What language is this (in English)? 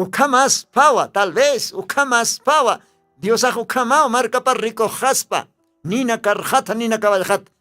Aymara